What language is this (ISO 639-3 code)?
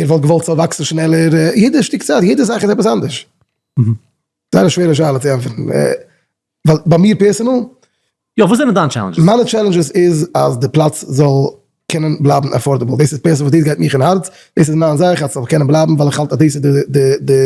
yid